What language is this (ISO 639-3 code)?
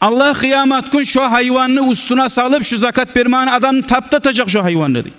kum